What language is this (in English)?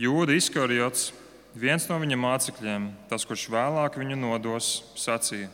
Latvian